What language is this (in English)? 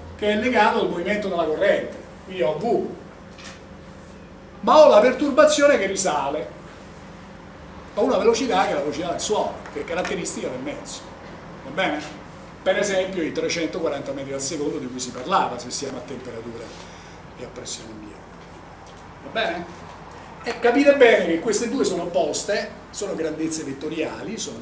Italian